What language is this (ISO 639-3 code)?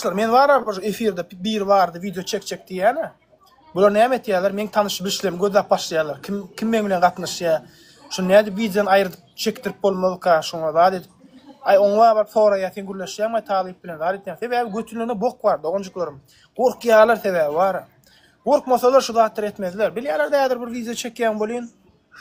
tuk